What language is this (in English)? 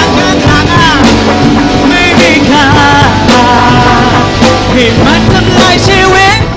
Thai